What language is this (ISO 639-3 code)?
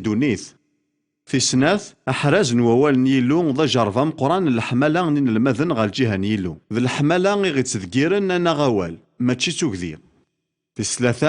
kab